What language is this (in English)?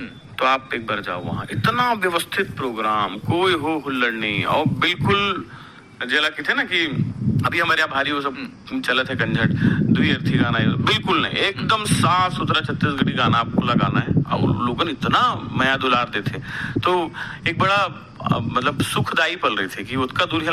Chhattisgarhi